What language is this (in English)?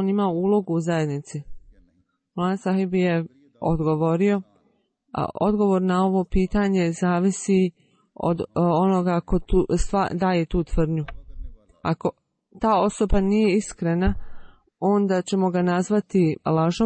Bosnian